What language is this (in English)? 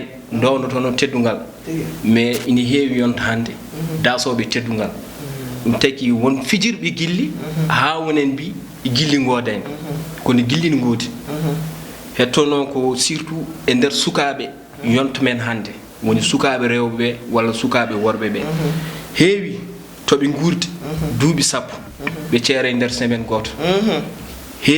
Fula